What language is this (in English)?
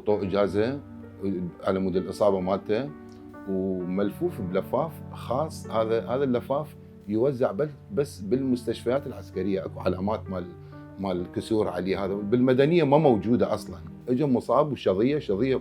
Mesopotamian Arabic